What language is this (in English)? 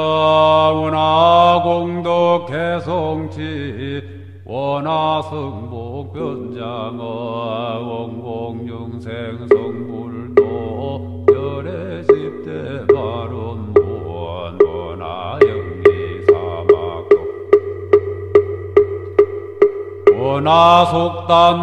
Korean